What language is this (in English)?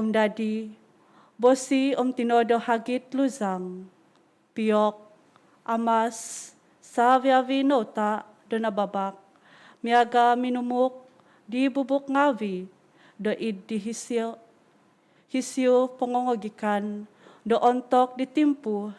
Central Dusun